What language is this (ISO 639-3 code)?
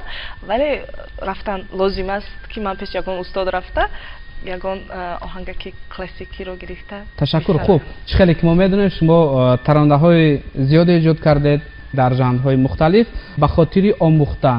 tgk